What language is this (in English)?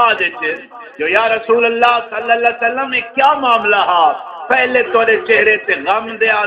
Saraiki